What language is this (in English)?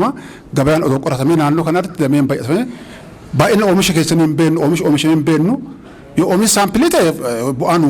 Oromo